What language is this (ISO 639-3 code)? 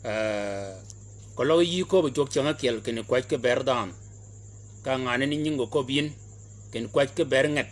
shk